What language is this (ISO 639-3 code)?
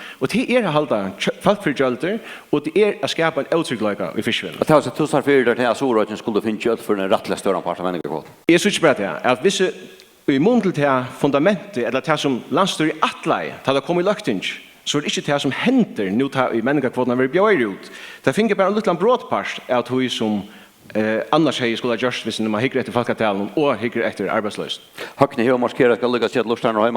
fao